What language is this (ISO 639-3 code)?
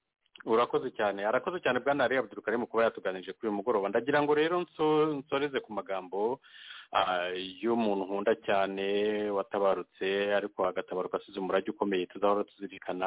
kin